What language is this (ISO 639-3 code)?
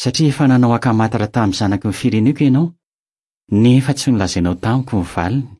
mlg